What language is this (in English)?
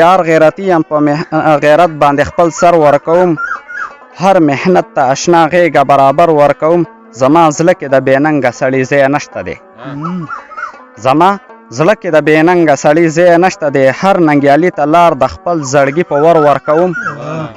Pashto